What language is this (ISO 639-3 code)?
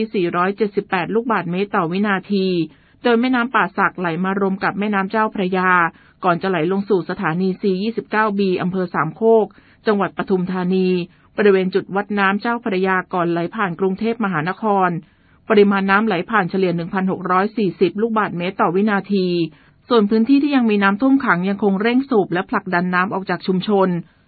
tha